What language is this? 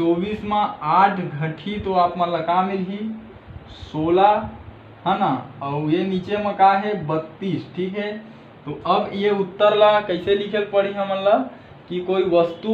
Chhattisgarhi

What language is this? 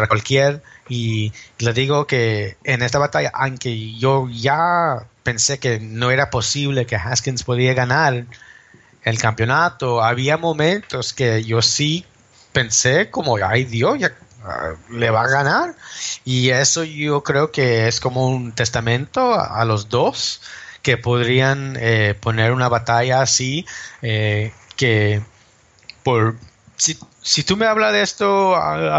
Spanish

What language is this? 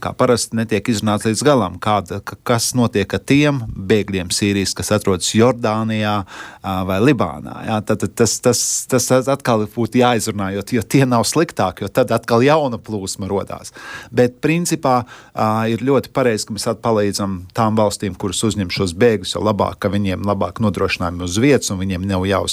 Latvian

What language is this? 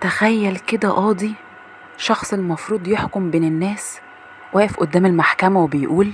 Egyptian Arabic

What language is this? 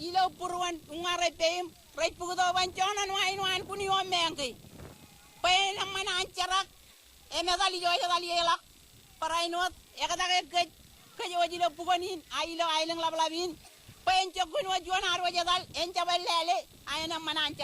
Marshallese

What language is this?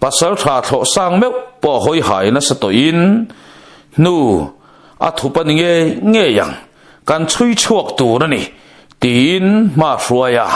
Mizo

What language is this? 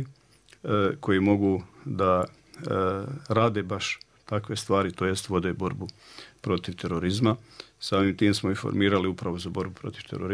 Bosnian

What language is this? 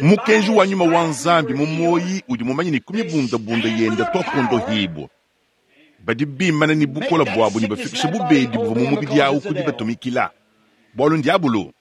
Luba-Lulua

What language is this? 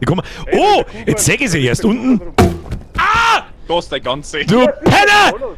Bavarian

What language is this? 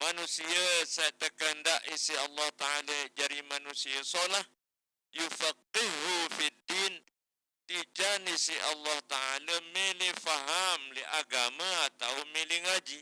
Sasak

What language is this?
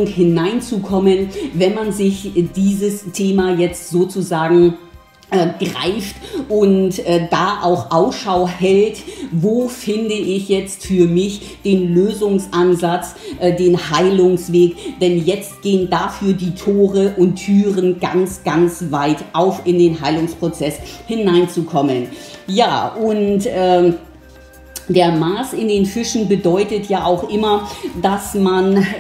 German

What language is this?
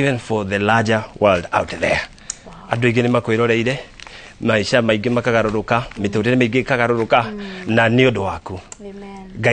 Kikuyu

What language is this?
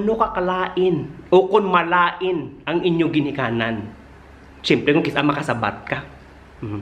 Hiligaynon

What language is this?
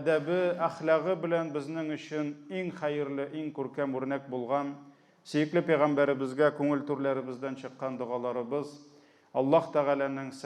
Tatar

